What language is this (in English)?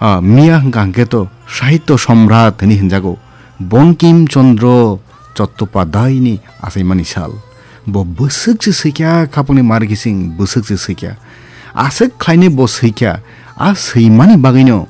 Kok Borok